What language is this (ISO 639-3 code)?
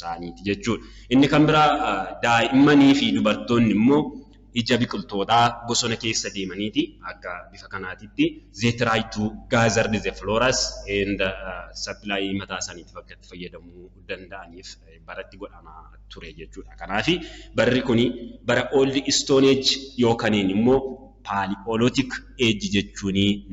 orm